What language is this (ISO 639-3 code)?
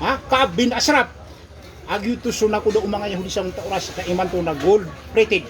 mrw